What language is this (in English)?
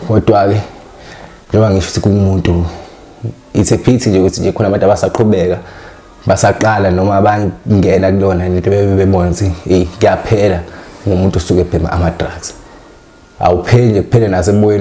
Zulu